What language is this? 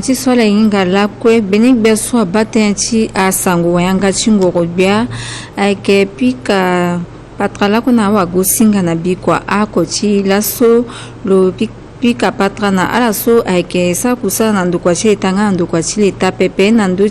Sango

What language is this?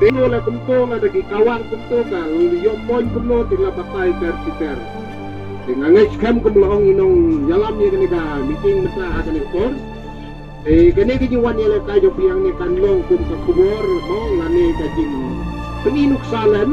Khasi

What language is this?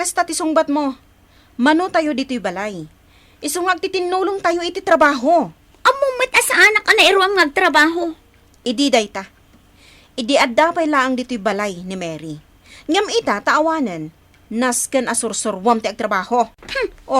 Iloko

